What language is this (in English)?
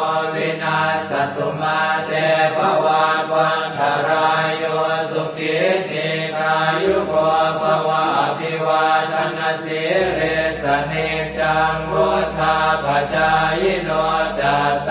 Pali